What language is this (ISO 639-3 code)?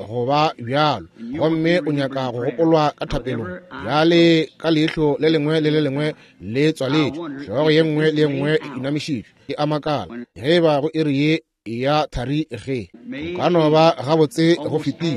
nso